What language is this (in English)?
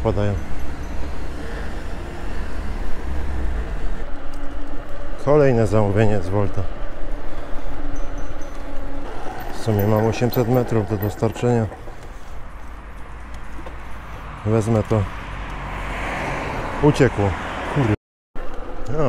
Polish